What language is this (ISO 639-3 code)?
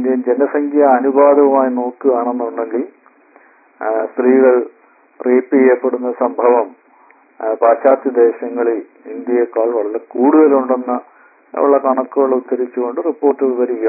mal